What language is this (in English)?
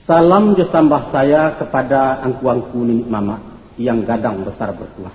Minangkabau